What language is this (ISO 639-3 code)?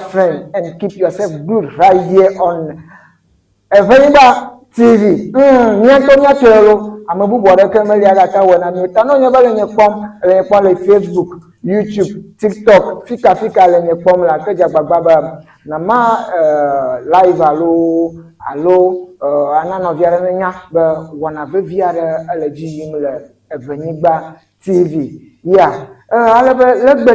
ewe